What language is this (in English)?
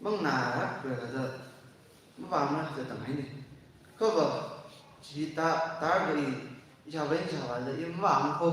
Tangkhul Naga (India)